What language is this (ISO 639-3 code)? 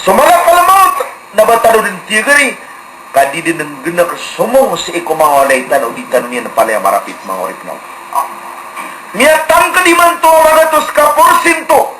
mrw